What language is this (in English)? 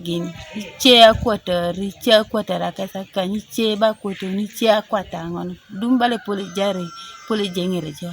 Teso